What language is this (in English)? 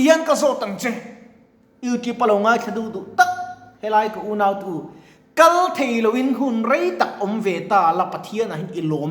Mizo